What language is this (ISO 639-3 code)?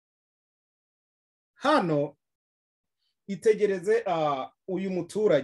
kin